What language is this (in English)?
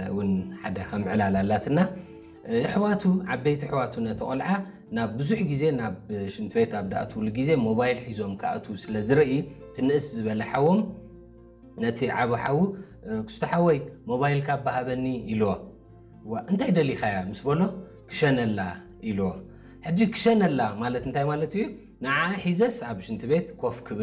Tigrinya